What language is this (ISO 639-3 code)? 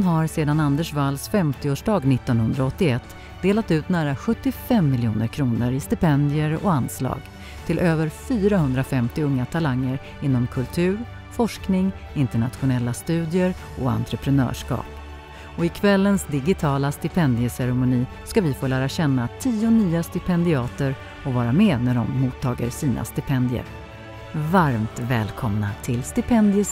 swe